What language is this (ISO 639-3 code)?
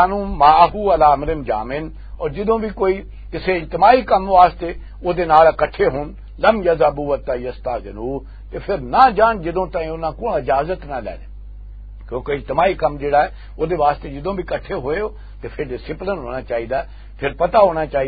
lah